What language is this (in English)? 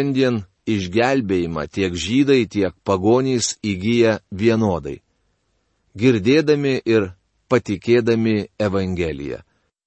Lithuanian